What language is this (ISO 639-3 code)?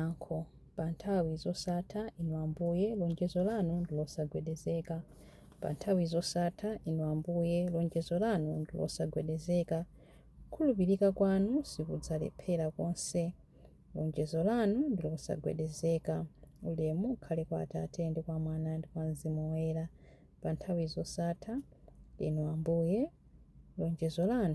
nya